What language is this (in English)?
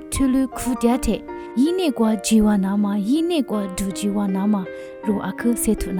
Lisu